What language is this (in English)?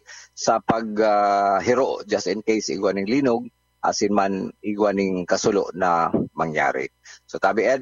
Bikol